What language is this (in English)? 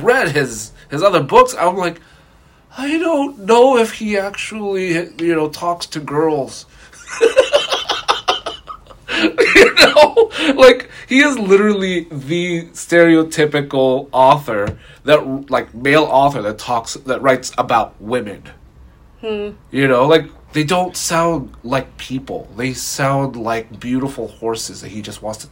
English